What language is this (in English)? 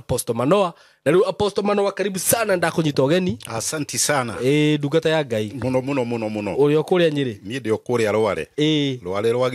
Kikuyu